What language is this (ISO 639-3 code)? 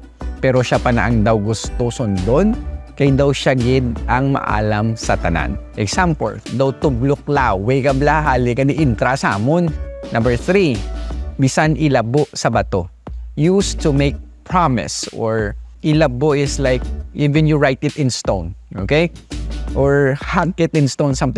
hil